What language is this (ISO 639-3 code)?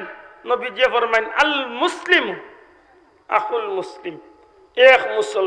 syl